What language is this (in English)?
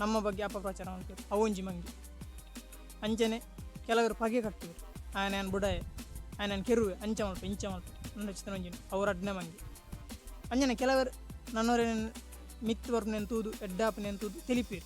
Tulu